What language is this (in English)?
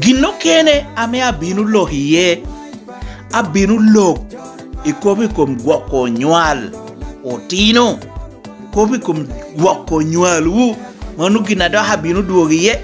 Lango (Uganda)